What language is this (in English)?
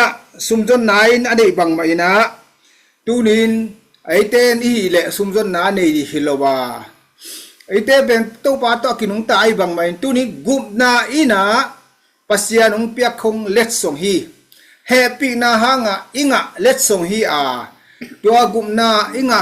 Tedim Chin